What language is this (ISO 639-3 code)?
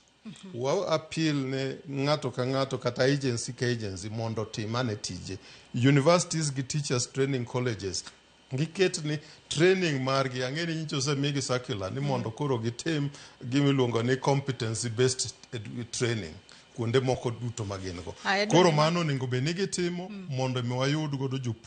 luo